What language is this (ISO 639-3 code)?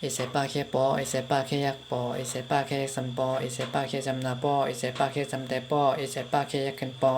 shn